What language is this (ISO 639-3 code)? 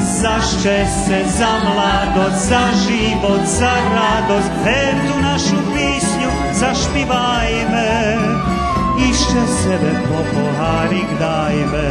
rue